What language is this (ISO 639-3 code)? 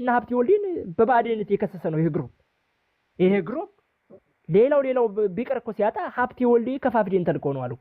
amh